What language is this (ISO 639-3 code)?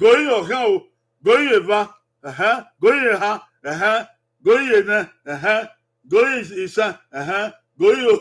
bin